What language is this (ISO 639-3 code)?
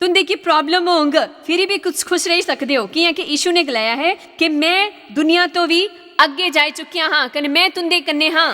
doi